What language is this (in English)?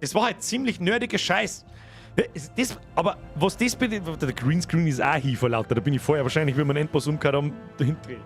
Bavarian